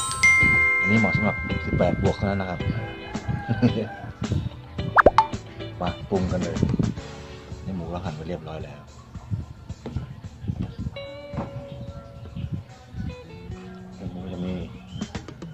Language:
Thai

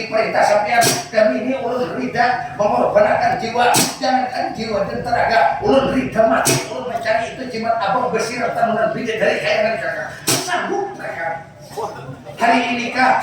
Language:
Banjar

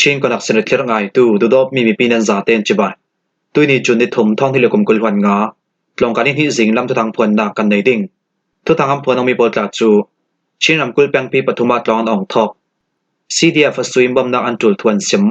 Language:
Falam Chin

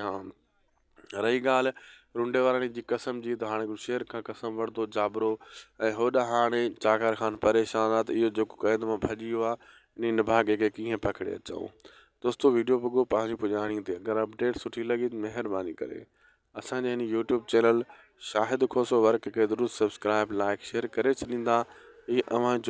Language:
Sindhi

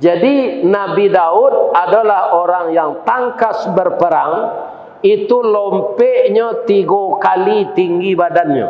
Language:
Minangkabau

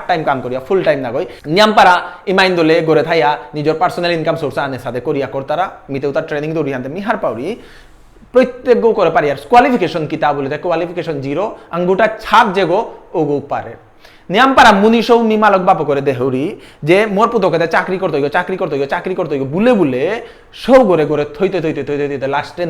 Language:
Bishnupriya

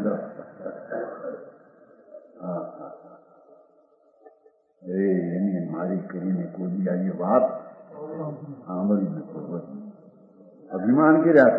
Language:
Gujarati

